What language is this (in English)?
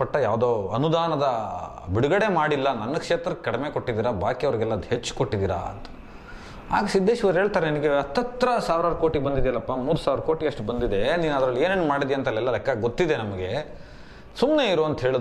Kannada